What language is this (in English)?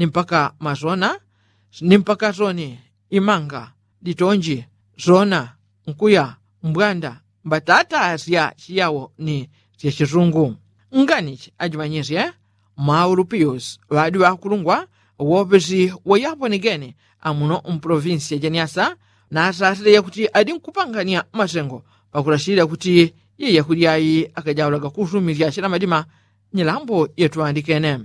Yao